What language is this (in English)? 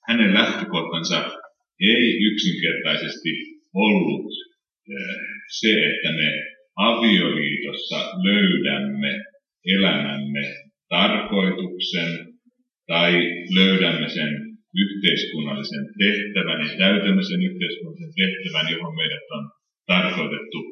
Finnish